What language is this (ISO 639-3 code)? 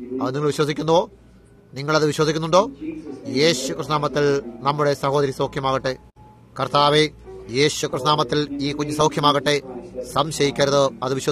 mal